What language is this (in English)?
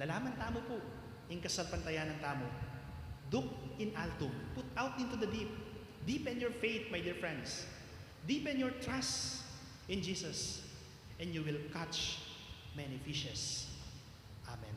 Pampanga